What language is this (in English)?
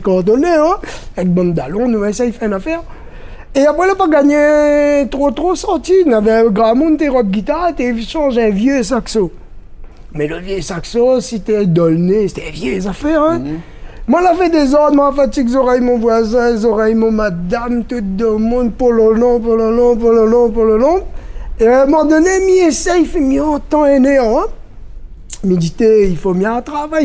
Réunion Creole French